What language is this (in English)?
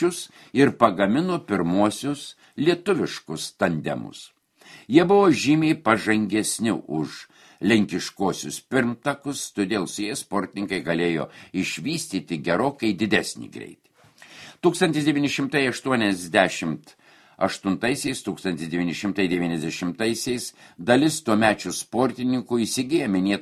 Lithuanian